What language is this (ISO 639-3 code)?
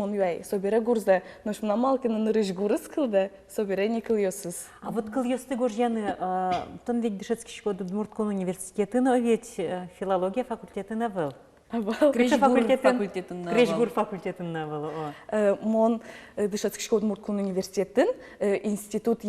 udm